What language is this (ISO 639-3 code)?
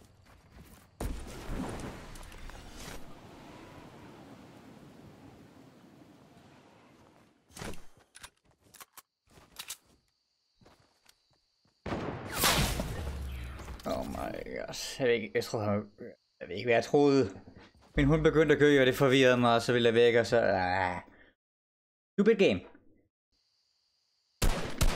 dan